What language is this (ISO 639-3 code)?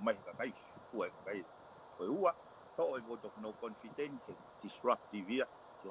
ton